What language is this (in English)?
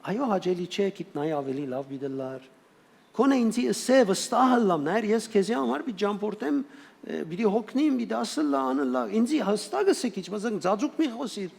Western Armenian